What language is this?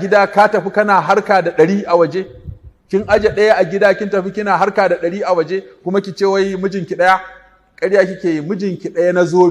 Hausa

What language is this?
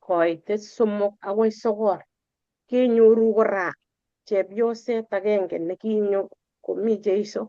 Kalenjin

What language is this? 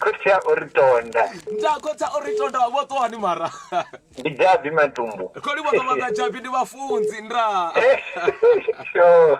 Venda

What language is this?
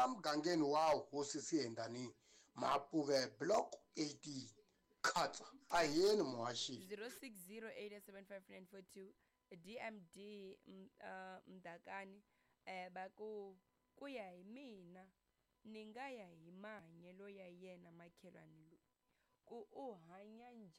Tsonga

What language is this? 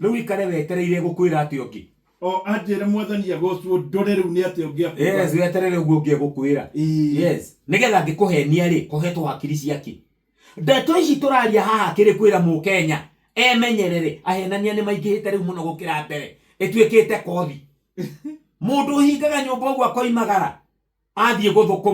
Kikuyu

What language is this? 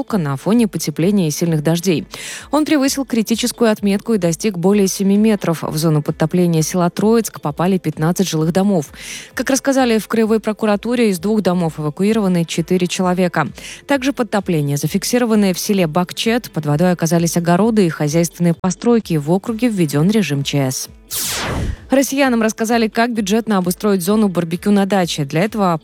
Russian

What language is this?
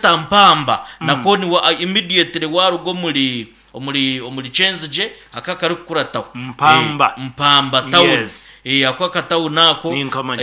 Nyankole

